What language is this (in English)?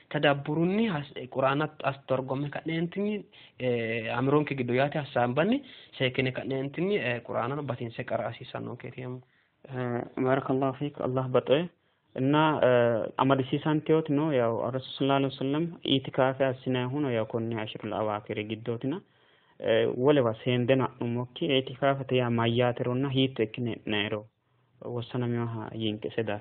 Sidamo